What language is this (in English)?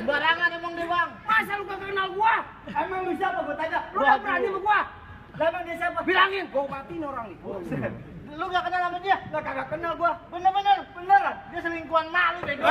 Betawi